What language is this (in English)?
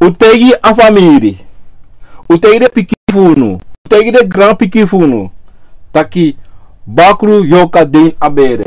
Sranan Tongo